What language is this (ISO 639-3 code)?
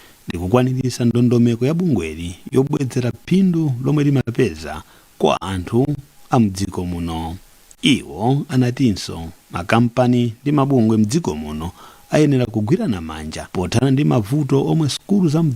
nya